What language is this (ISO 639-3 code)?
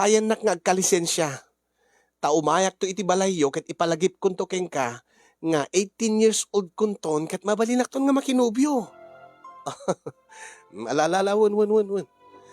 ilo